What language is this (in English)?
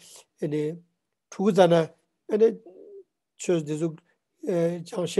Ladakhi